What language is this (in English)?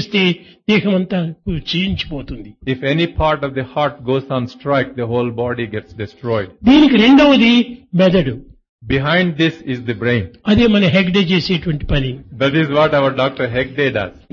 Telugu